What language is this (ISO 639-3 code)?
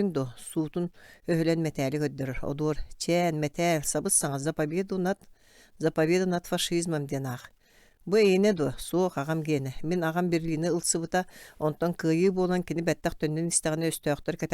sah